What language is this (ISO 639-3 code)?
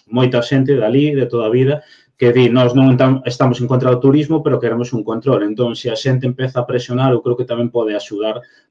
glg